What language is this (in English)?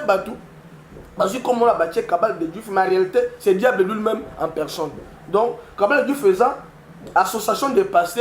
Lingala